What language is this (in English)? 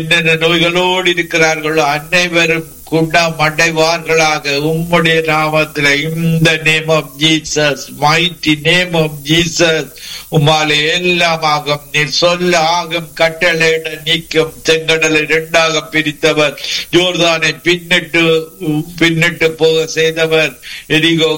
Tamil